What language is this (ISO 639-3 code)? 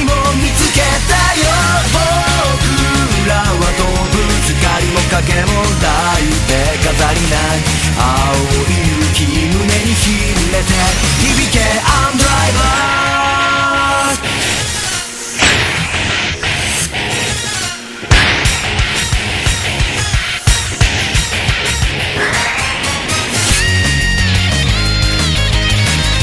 jpn